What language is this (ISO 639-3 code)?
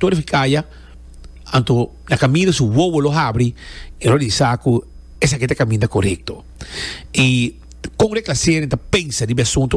pap